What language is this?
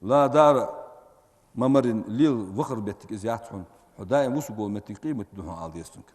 Ingush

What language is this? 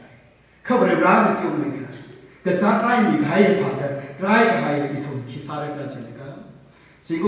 Tangkhul Naga (India)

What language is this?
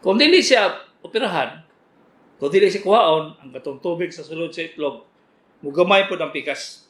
Cebuano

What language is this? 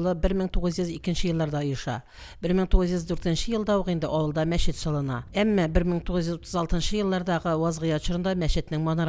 Tatar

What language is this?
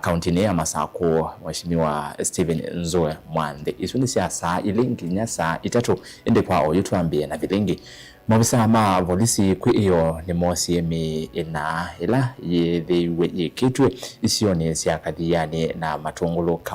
Kamba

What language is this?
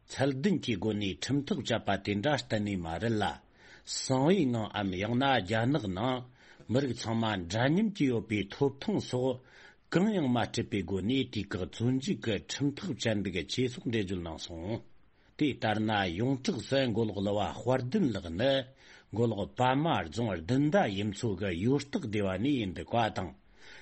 Tibetan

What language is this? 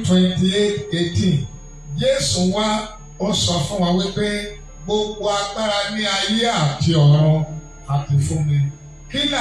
Yoruba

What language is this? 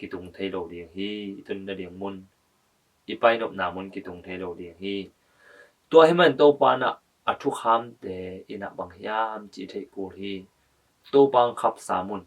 Tedim Chin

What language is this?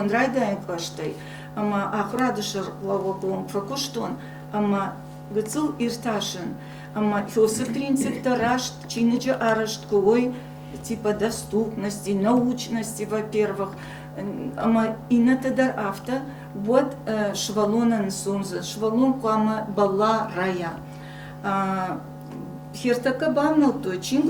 Ossetic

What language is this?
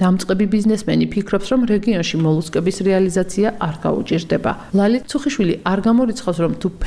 Georgian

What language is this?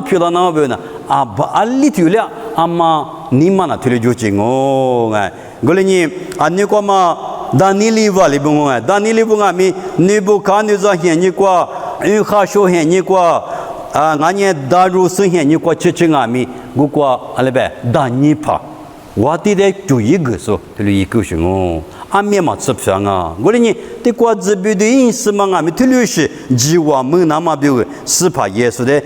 Lisu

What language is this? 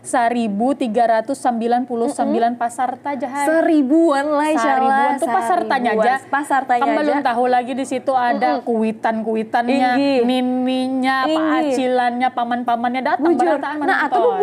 Banjar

